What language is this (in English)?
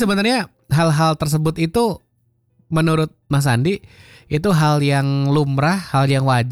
Indonesian